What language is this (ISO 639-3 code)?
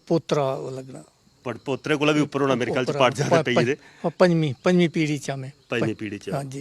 doi